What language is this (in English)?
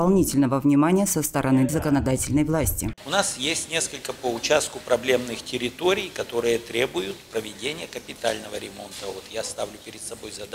Russian